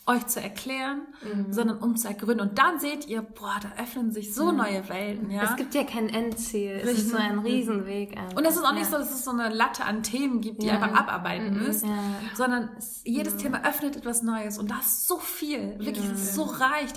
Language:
German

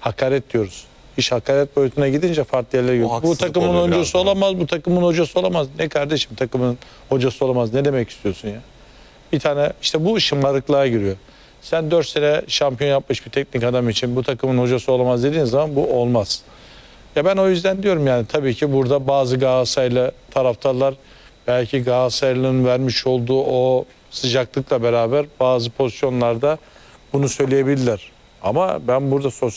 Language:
Turkish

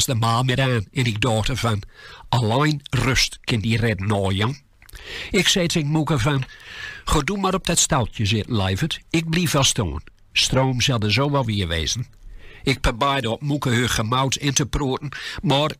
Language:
Gronings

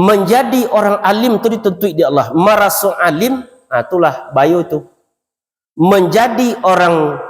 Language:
Minangkabau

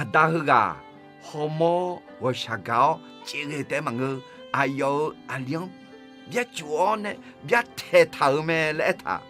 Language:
Akha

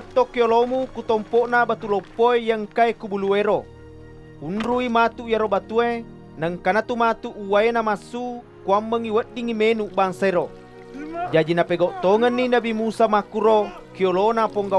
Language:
Buginese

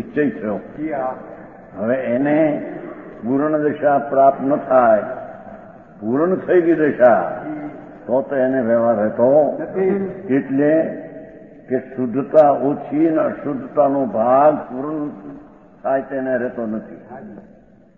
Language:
Gujarati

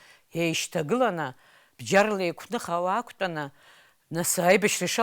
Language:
Abkhazian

